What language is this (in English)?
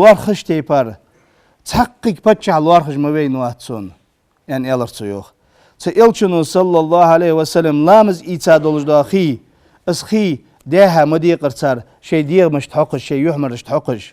Ingush